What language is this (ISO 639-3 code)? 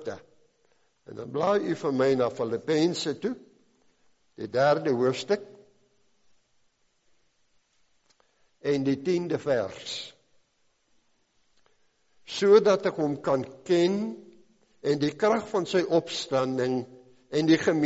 afr